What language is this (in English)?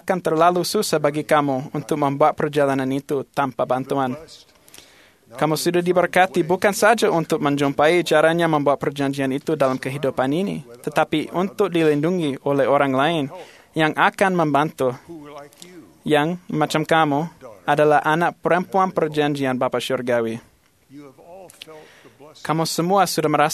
Malay